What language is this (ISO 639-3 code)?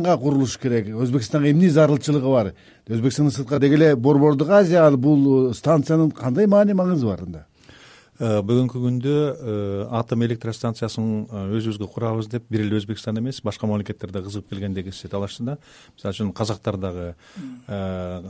kir